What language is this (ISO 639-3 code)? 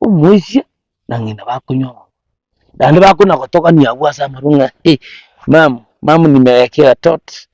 guz